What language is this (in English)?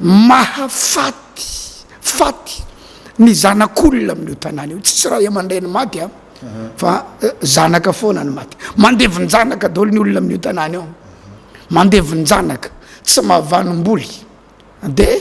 Malagasy